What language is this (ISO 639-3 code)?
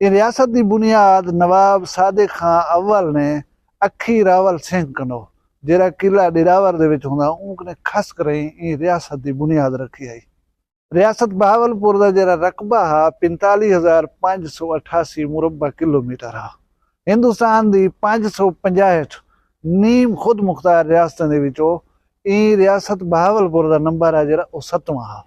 skr